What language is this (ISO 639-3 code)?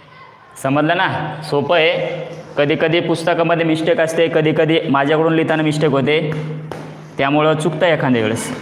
mar